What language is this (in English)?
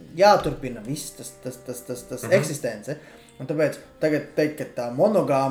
Latvian